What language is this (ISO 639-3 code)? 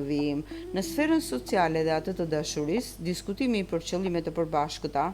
sqi